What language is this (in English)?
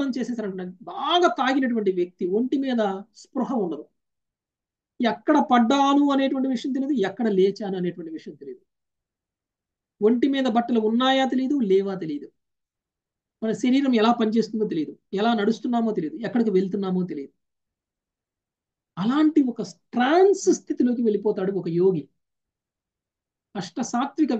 Telugu